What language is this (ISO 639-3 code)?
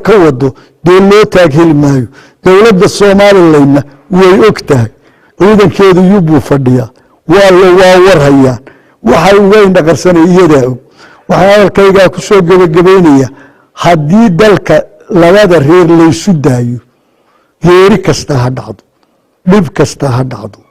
som